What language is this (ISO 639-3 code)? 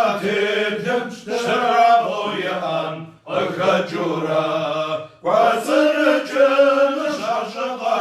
kbd